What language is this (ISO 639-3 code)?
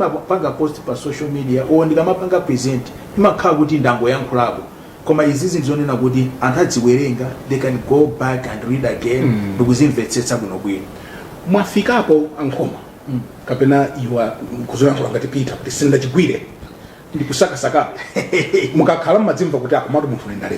nya